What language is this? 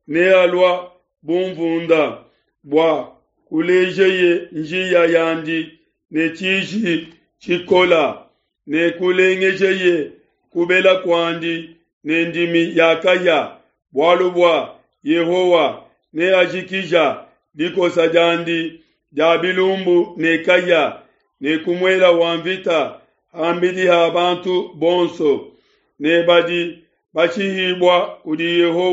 Luba-Lulua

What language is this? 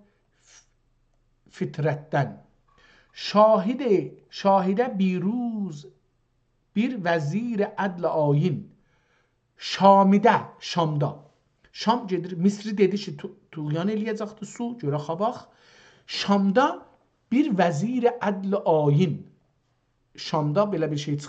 South Azerbaijani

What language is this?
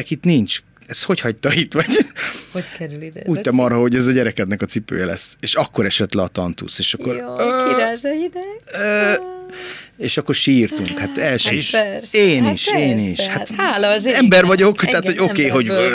Hungarian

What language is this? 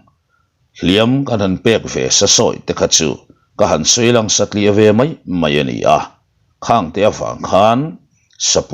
Mizo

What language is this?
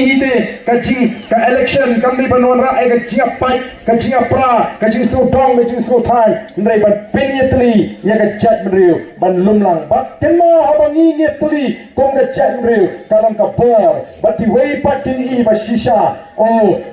Khasi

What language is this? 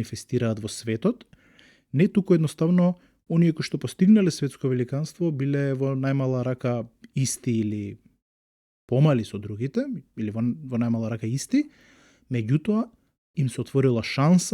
Macedonian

